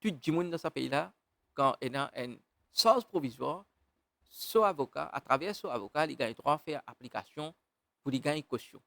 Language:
Morisyen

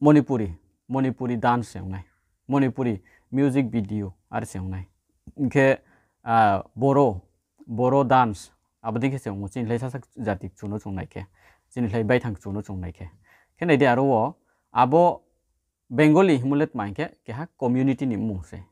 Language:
Riang (India)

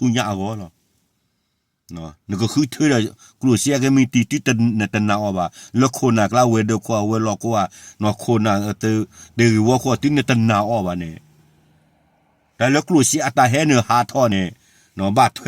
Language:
S'gaw Karen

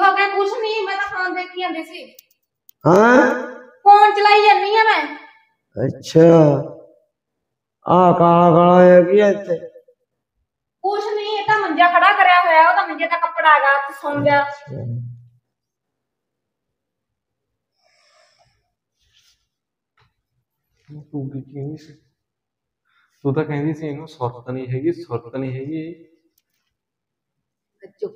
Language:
Punjabi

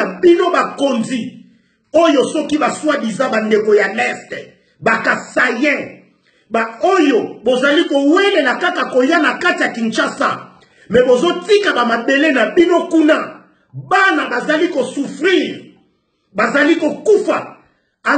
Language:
Lingala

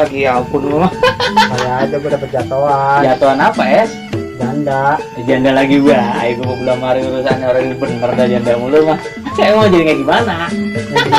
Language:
Betawi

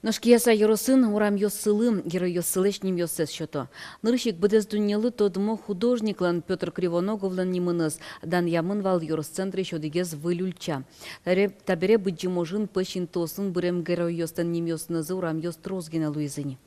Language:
Udmurt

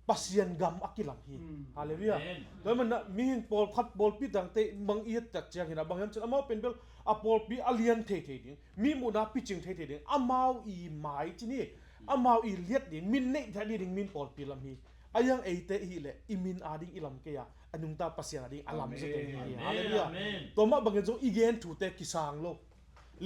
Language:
Tedim Chin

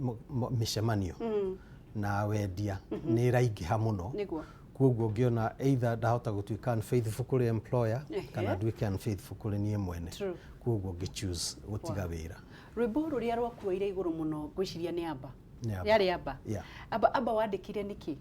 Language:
Kikuyu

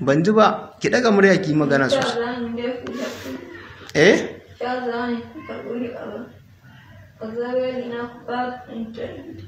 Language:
Hausa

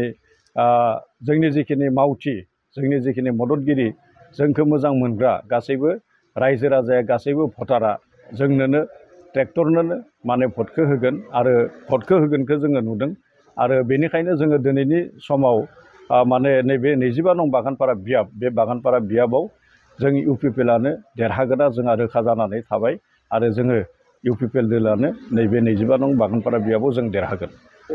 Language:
Bodo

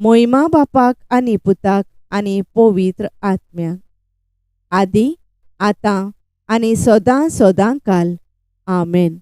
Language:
Konkani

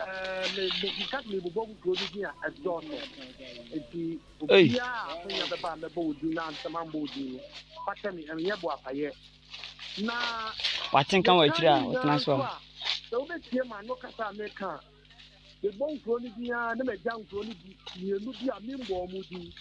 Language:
Akan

